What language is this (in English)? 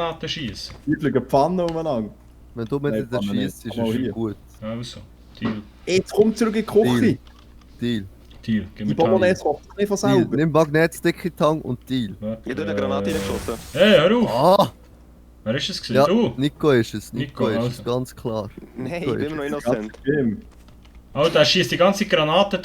Swiss German